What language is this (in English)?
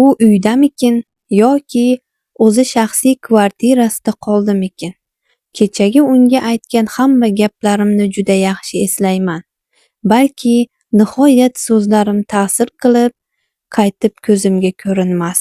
Uzbek